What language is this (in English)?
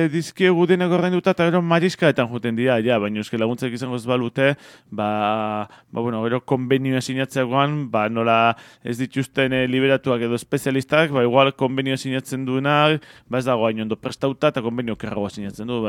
Basque